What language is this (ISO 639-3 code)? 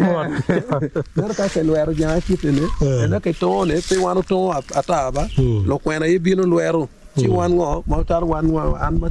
ach